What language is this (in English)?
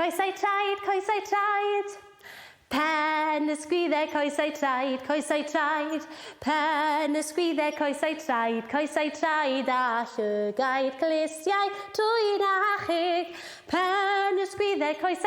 Welsh